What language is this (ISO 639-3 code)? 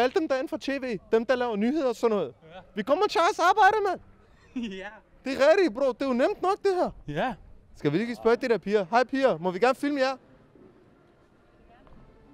dan